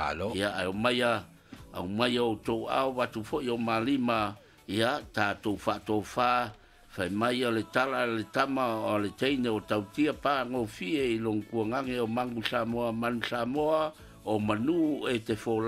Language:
Samoan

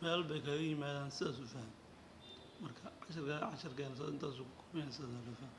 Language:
Somali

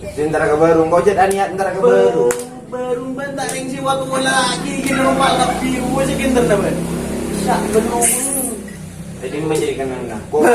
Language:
Madurese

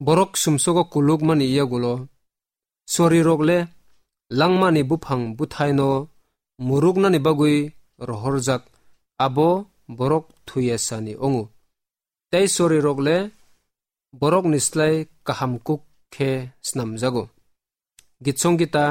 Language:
Kok Borok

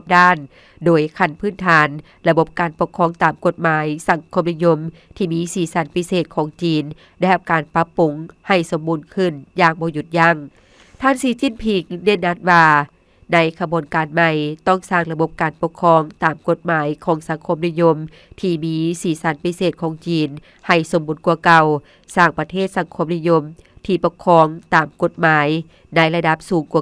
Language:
Lao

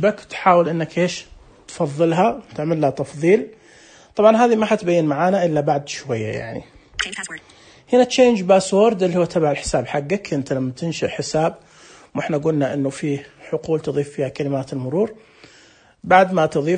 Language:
Najdi Arabic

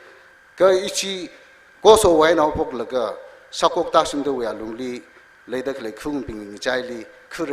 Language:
Tangkhul Naga (India)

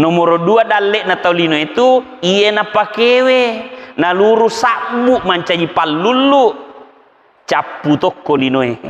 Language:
Buginese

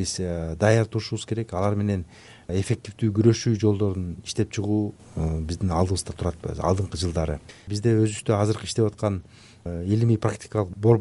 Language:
Kyrgyz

